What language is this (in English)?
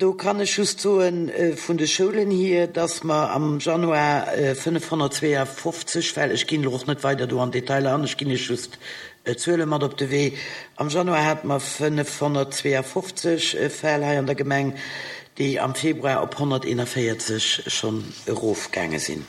Luxembourgish